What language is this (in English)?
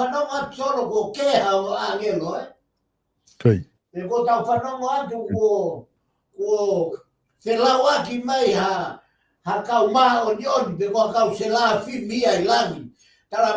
Tongan